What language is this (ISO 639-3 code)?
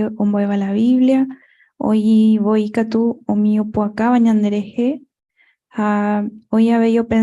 grn